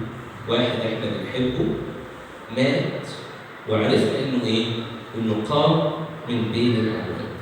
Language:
Egyptian Arabic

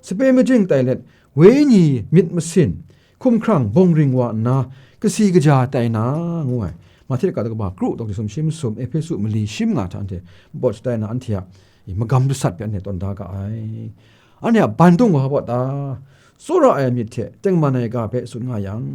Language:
Kachin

